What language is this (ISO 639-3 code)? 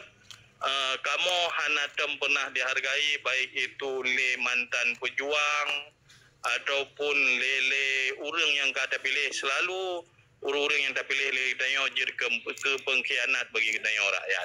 ace